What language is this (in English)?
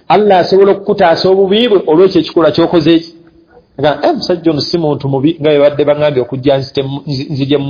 Ganda